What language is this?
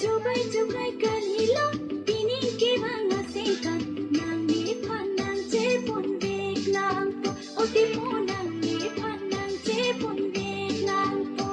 Karbi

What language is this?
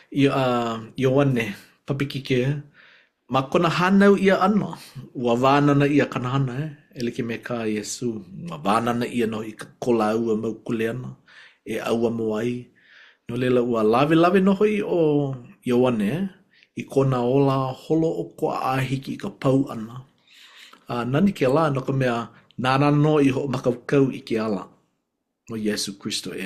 Hawaiian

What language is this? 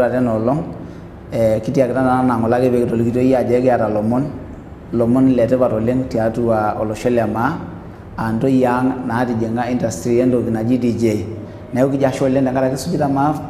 Masai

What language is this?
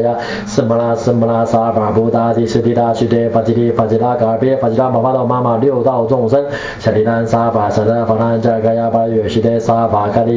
Sanskrit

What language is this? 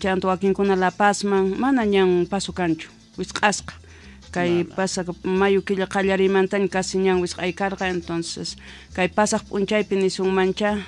South Bolivian Quechua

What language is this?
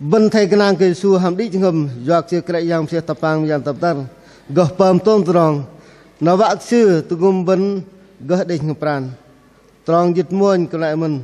Bahnar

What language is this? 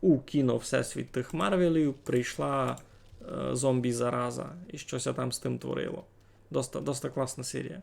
Rusyn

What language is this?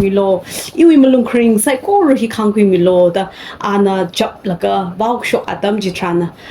Tangkhul Naga (India)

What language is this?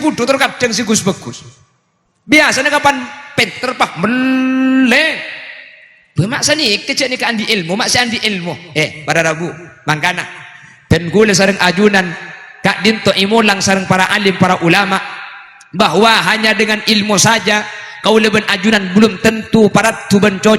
Madurese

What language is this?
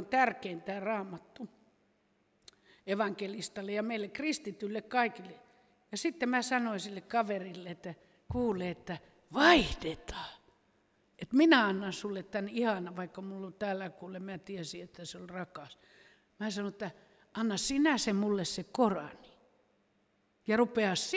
Finnish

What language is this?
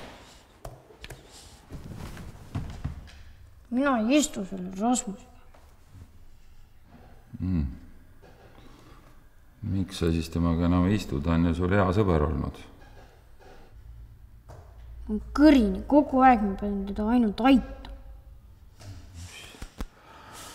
Estonian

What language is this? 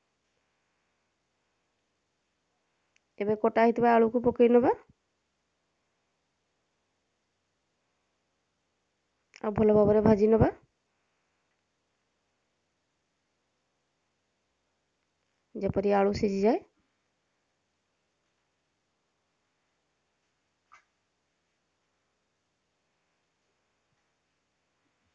Odia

